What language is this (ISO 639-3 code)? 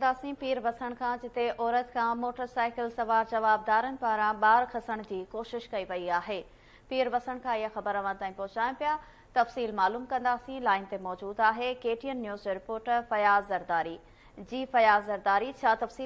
snd